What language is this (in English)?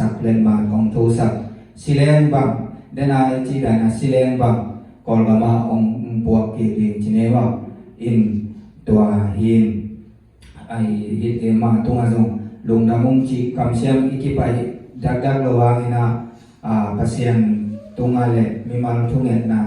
Tedim Chin